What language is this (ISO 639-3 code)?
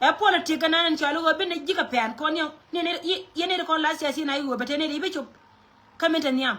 nus